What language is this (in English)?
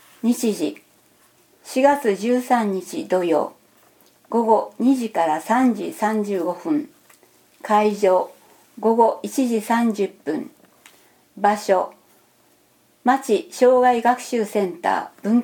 Japanese